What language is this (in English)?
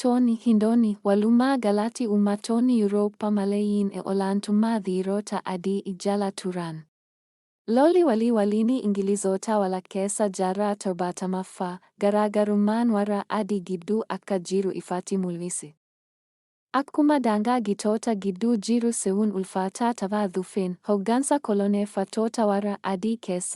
Oromo